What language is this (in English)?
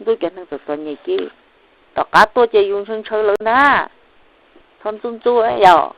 Hmong